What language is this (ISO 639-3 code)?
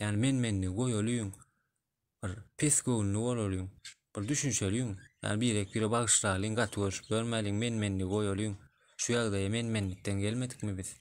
tuk